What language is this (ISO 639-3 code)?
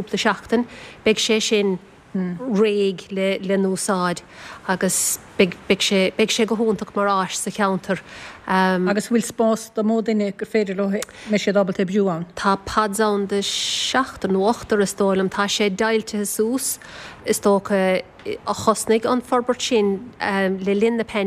gle